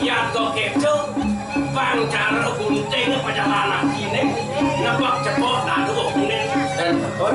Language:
Balinese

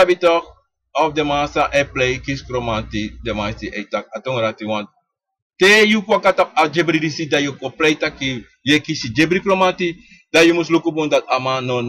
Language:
Sranan Tongo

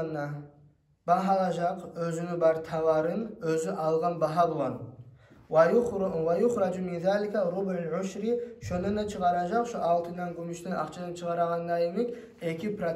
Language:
Kumyk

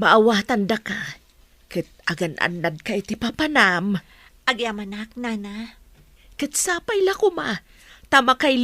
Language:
Iloko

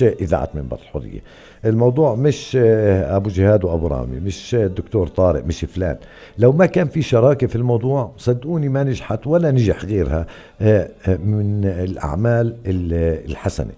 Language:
North Levantine Arabic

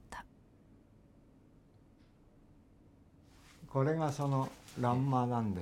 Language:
Japanese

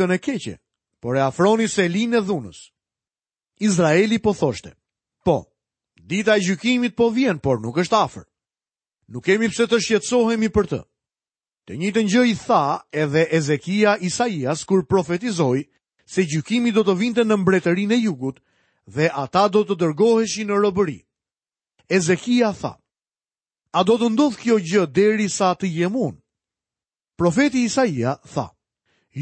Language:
Albanian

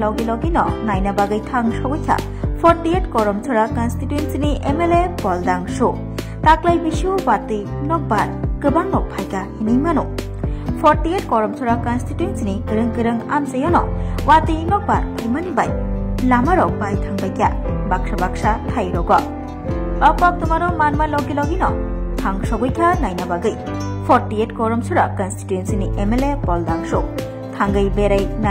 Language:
Kok Borok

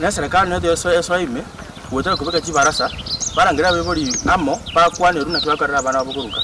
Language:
Gusii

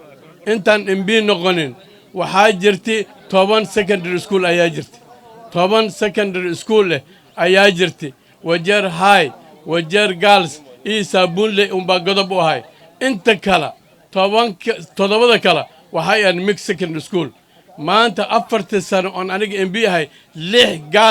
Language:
Somali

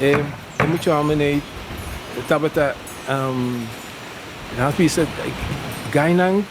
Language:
Papiamento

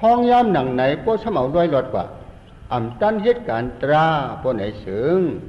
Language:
Shan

